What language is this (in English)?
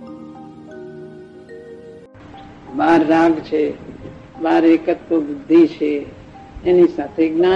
Gujarati